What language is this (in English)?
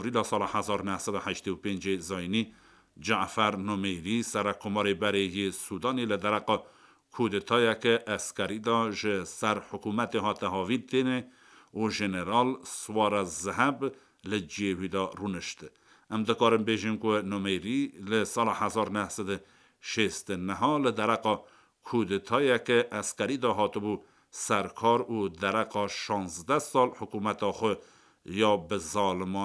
Kurdish